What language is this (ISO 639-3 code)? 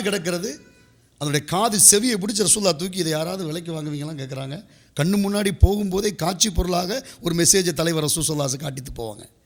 tam